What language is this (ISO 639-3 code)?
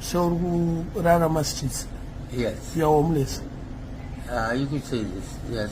sna